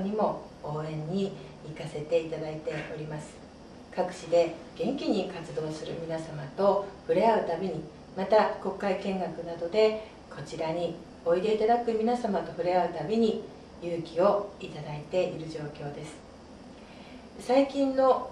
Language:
Japanese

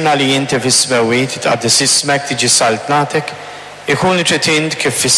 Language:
Maltese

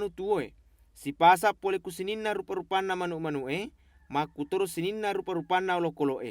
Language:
Buginese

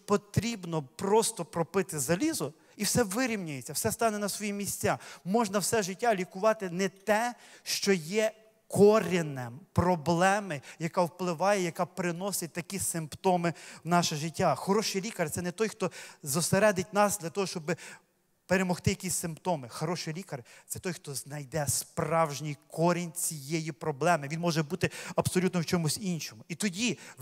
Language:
Ukrainian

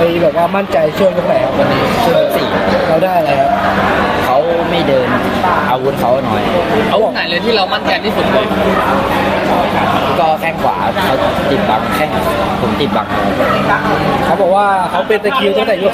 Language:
Thai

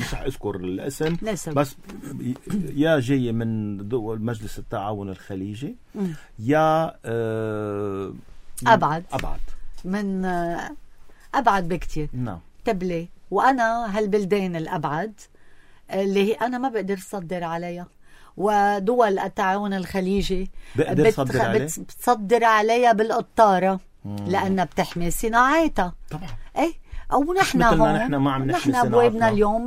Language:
North Levantine Arabic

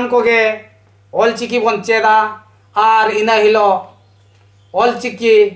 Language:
Santali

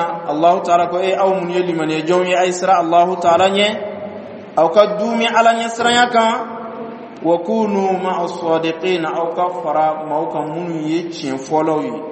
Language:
Dyula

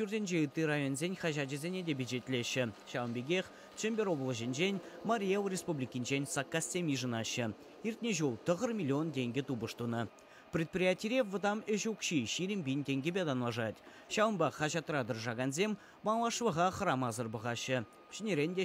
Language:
Chuvash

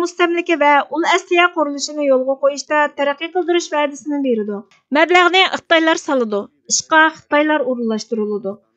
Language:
Uyghur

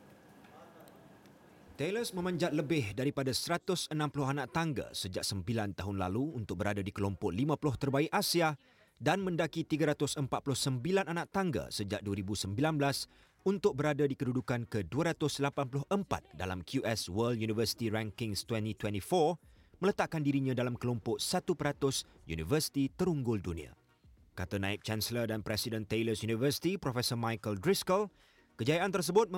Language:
Malay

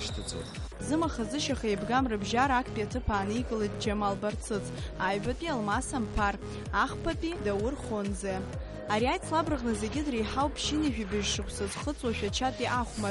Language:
Abkhazian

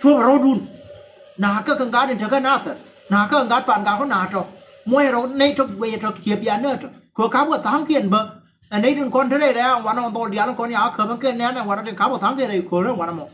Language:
Nuer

